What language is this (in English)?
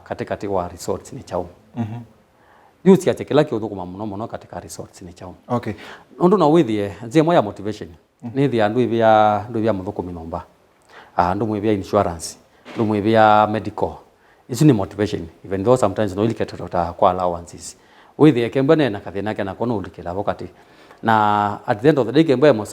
Kamba